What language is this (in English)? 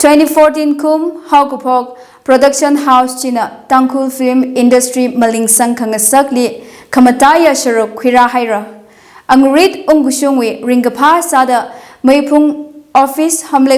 Tangkhul Naga (India)